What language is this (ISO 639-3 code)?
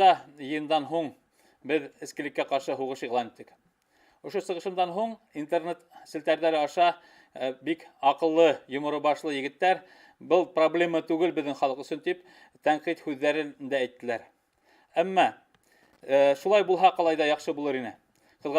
bak